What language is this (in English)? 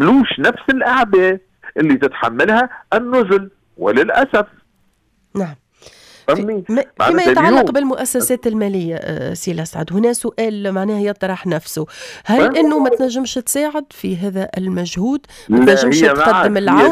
Tunisian Arabic